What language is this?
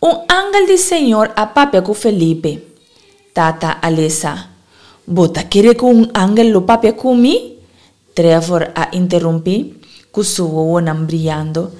Papiamento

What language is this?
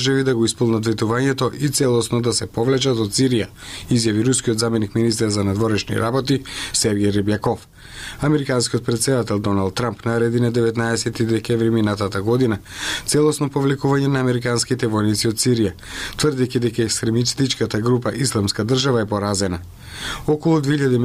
Macedonian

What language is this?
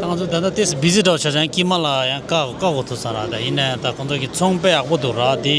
Tibetan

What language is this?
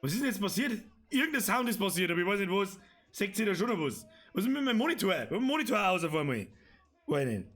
Bavarian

